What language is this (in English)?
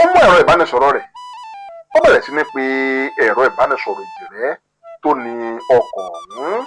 Yoruba